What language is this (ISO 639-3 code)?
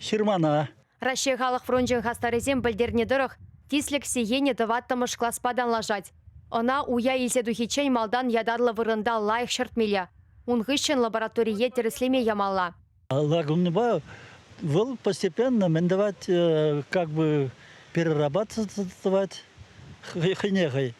chv